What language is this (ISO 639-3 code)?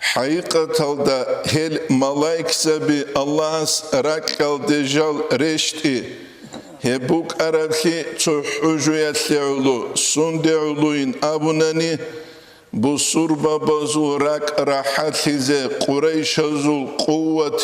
ava